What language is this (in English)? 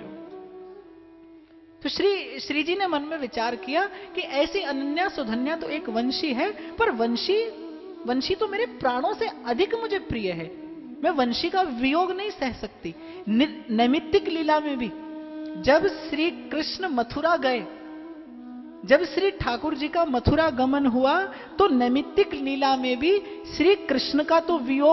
Hindi